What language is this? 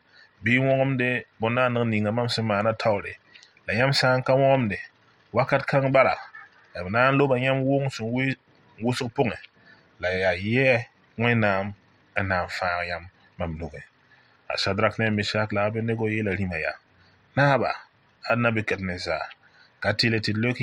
Mossi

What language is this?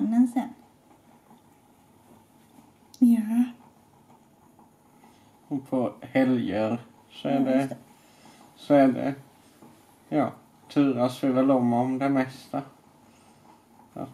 Swedish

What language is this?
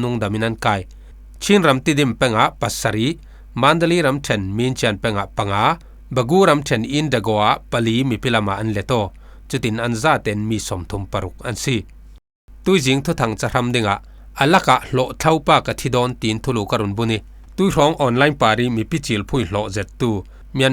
Falam Chin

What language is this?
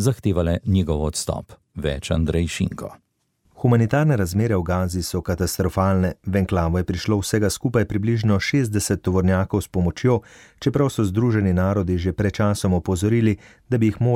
Slovenian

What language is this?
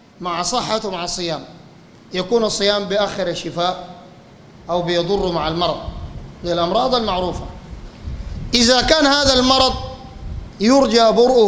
Sudanese Arabic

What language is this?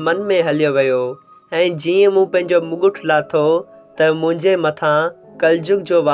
Sindhi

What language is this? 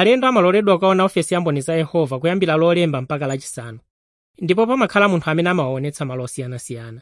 Nyanja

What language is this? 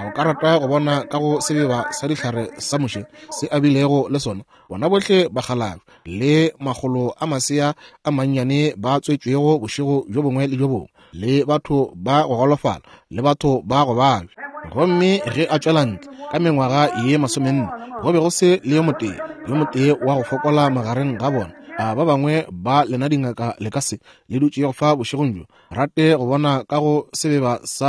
Northern Sotho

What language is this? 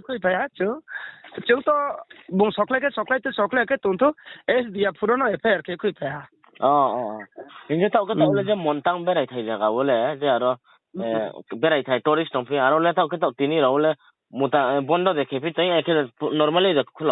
Riang (India)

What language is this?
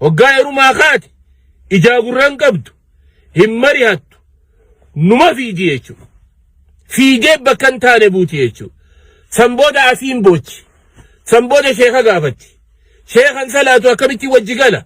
Oromo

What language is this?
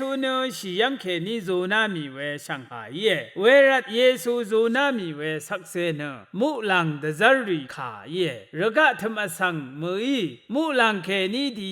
Rawang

